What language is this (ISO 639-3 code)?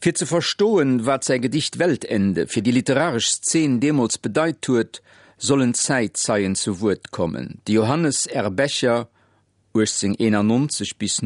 ltz